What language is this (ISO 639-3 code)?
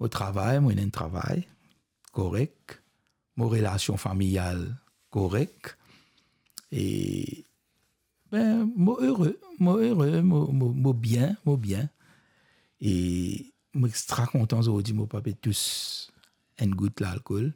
mfe